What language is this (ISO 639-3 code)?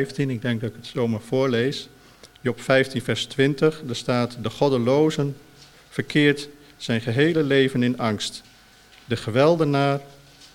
nld